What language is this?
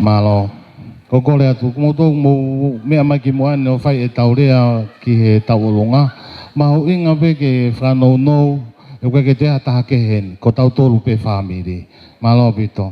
Tongan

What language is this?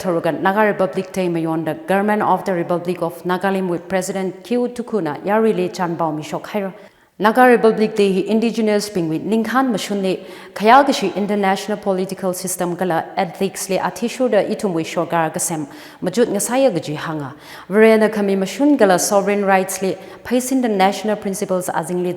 Tangkhul Naga (India)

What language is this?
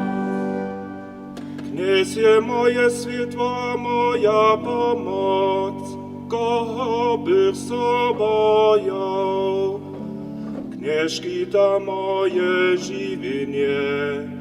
Upper Sorbian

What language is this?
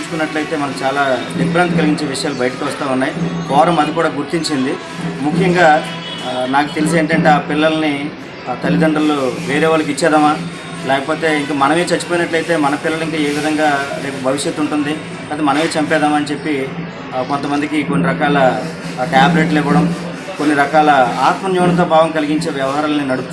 Telugu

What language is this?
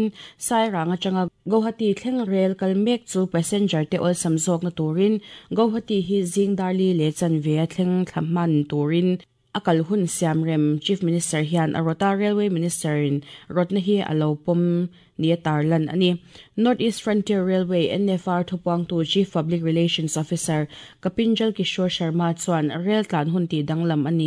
Mizo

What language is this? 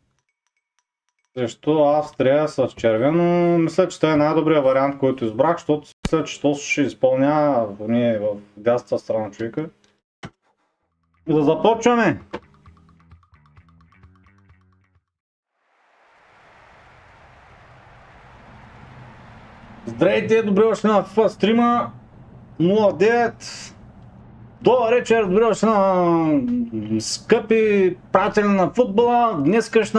Bulgarian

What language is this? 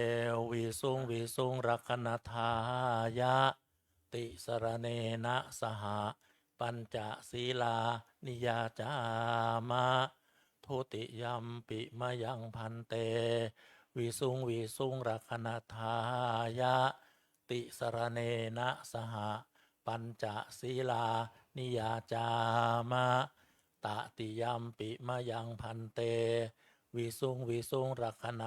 Pali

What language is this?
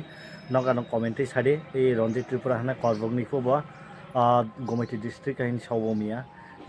Kok Borok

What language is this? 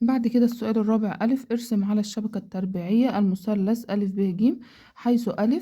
Egyptian Arabic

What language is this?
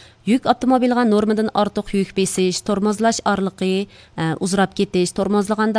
Uyghur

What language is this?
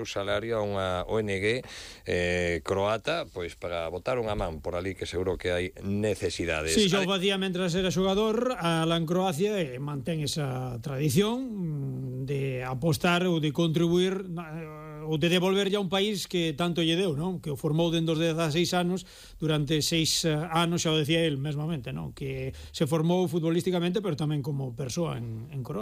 Galician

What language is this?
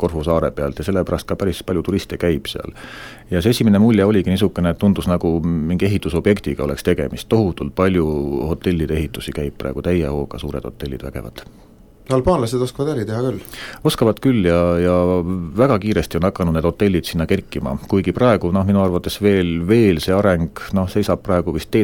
Estonian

